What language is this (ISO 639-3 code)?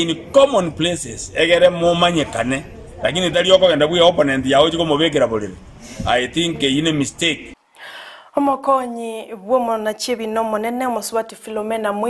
guz